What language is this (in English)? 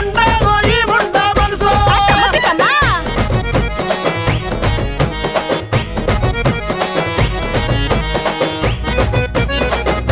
Telugu